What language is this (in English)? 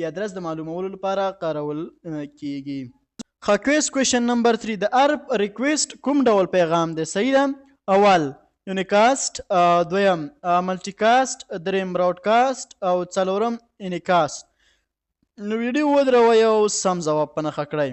Pashto